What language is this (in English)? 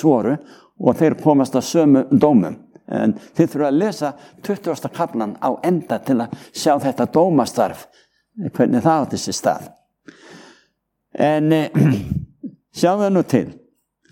Icelandic